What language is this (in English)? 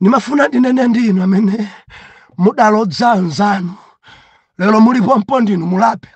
Nyanja